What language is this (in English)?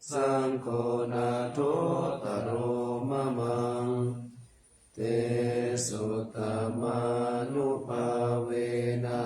Pali